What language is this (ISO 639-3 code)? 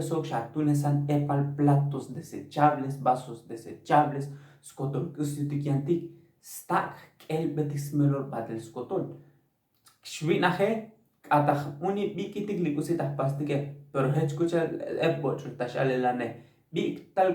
tzo